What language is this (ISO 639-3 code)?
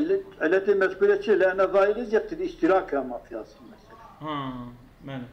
kur